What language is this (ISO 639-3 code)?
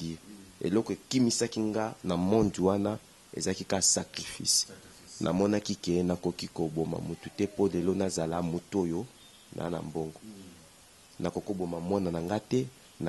lin